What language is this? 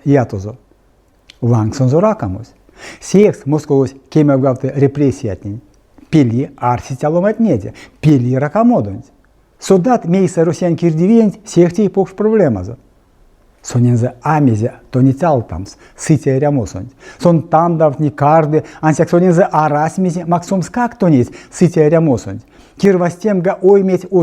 Erzya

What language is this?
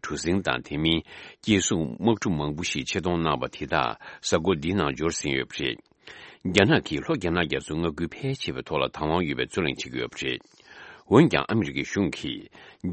Tibetan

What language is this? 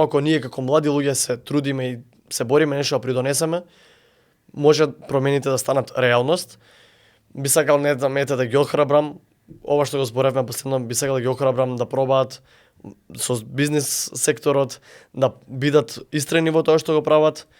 Macedonian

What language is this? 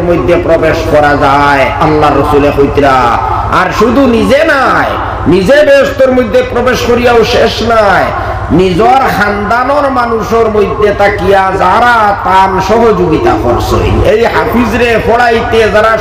Sylheti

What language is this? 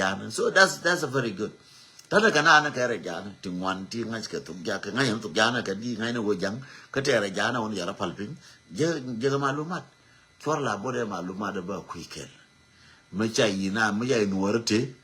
Nuer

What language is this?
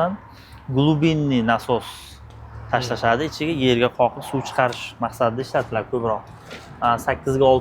Uzbek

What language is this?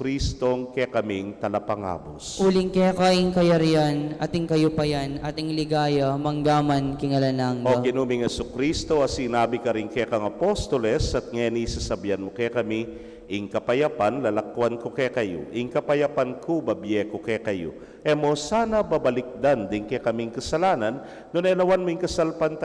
Pampanga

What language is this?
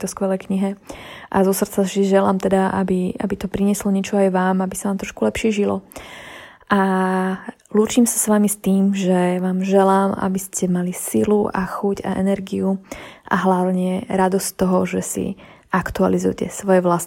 Slovak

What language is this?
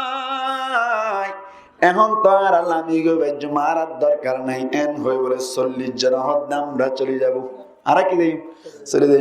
Rohingya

